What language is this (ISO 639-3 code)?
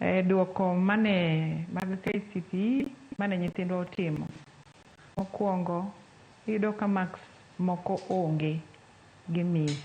luo